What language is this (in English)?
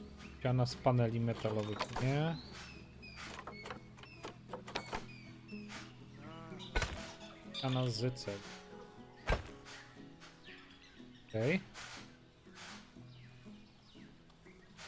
Polish